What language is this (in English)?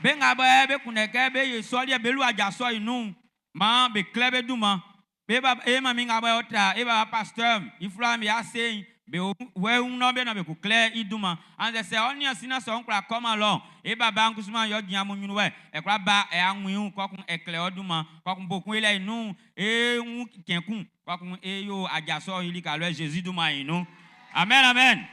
Baoulé